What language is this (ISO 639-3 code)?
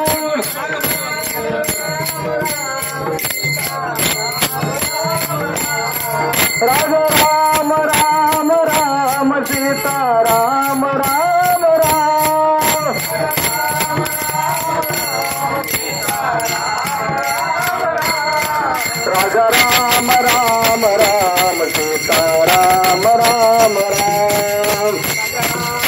mar